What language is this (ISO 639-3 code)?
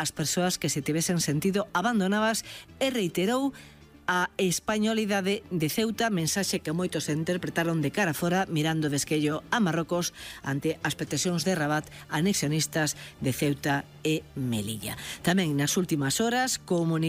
glg